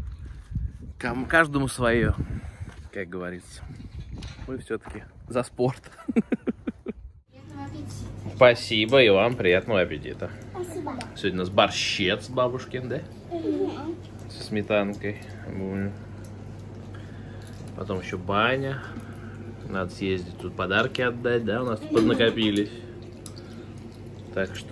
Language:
Russian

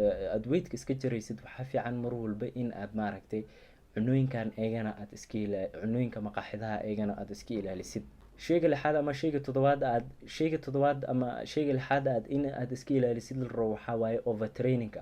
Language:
Somali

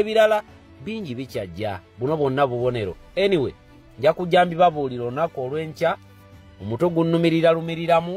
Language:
Ganda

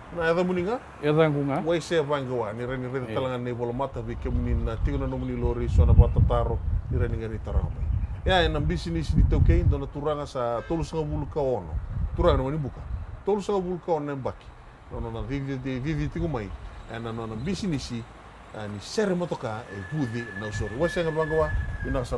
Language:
Fijian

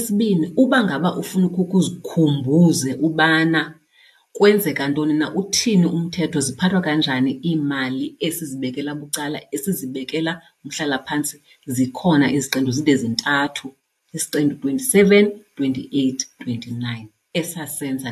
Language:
Xhosa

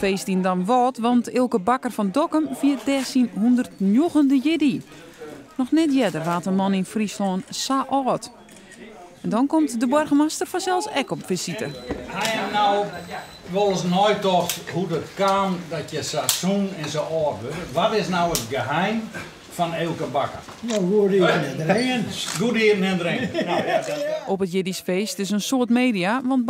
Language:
Western Frisian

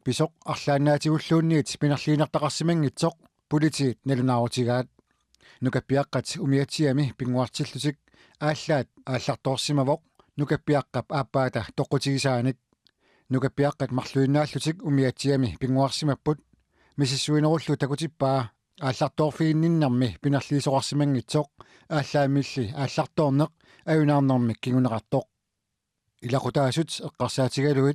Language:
Kalaallisut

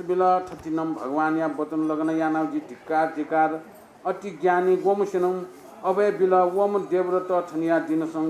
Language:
Newari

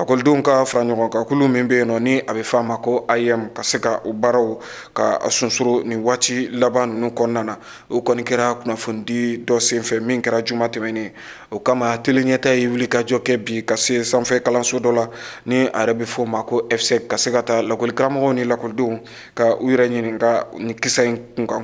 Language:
Bambara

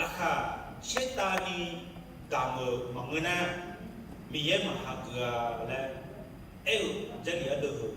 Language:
Akha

